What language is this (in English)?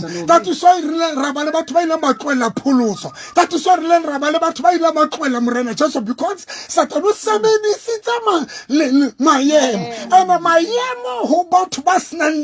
Southern Sotho